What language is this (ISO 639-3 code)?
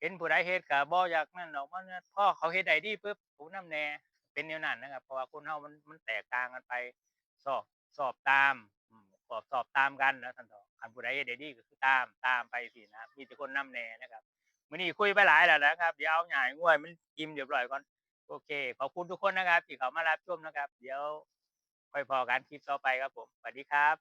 tts